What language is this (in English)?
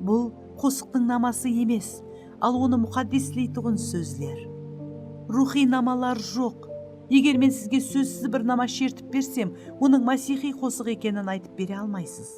Kara-Kalpak